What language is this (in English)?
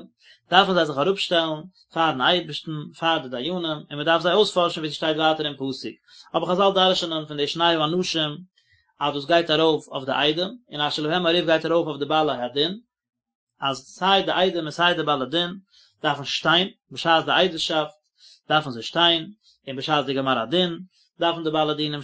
Yiddish